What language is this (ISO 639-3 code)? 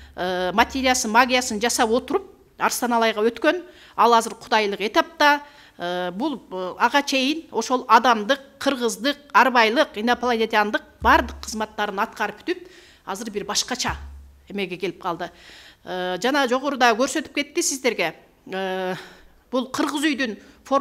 kir